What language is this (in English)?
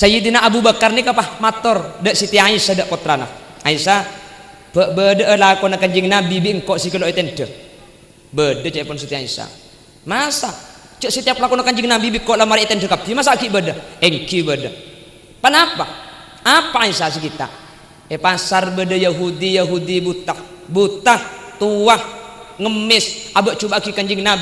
Madurese